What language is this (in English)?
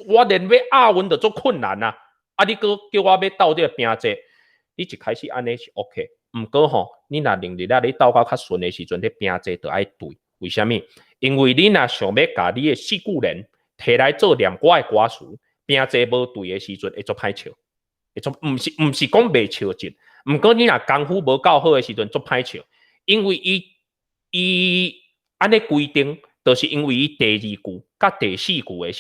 Min Nan Chinese